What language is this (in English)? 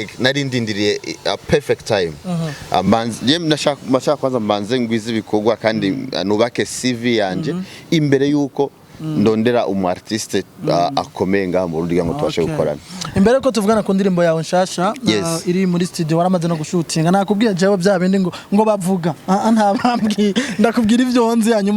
Rundi